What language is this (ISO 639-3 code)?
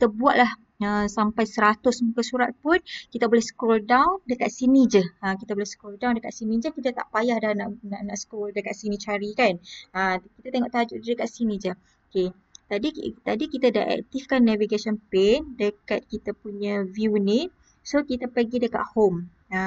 msa